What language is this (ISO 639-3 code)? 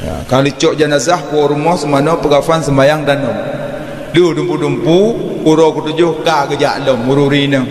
ace